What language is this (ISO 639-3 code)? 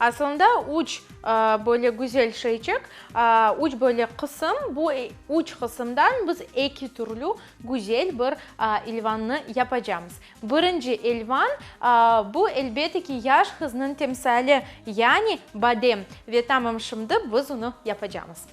crh